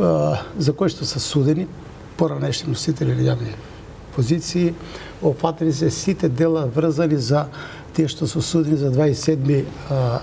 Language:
Macedonian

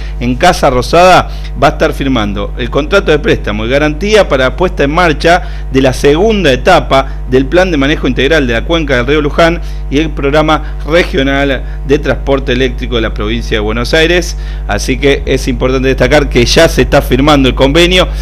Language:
Spanish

